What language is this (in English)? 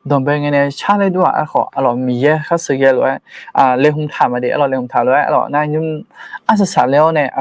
Akha